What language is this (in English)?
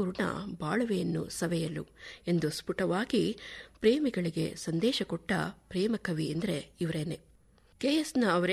Kannada